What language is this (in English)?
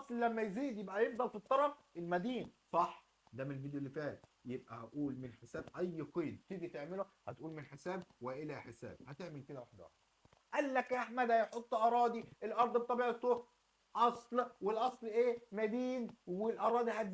Egyptian Arabic